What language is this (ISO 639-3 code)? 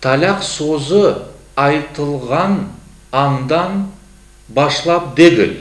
crh